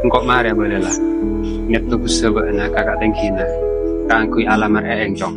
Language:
Madurese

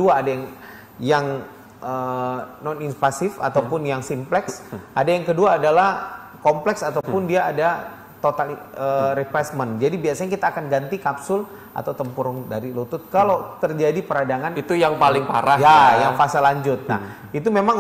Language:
Indonesian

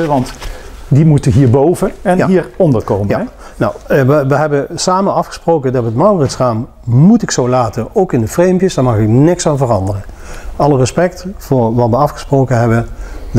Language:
Dutch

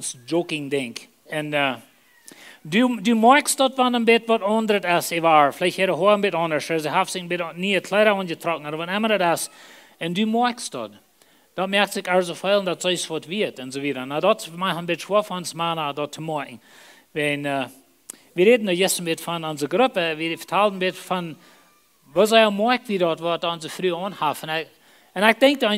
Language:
Plautdietsch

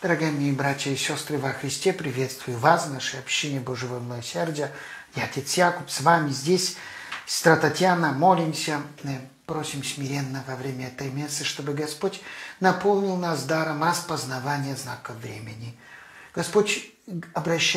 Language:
Russian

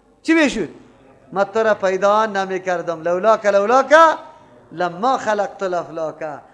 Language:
Persian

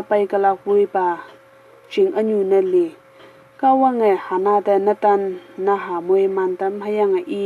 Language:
Konyak Naga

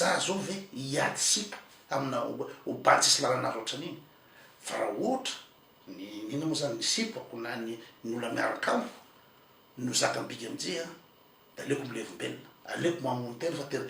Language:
Malagasy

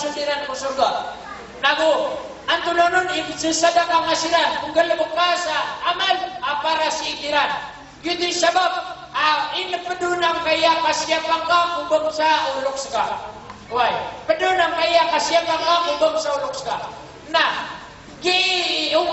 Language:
Maranao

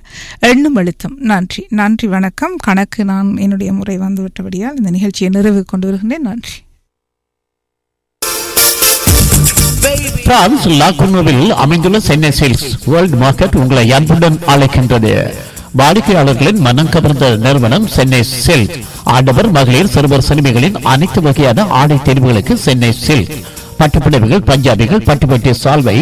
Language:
Tamil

